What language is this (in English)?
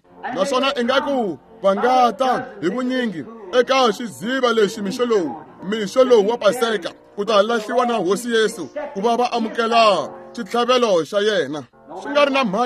Tsonga